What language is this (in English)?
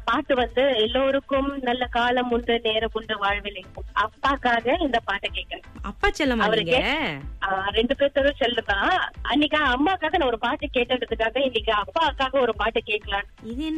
Tamil